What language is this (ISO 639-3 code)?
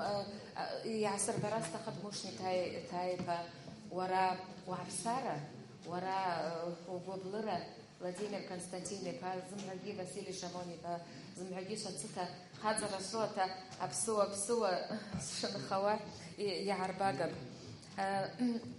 abk